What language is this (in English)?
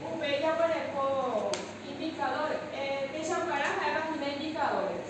Guarani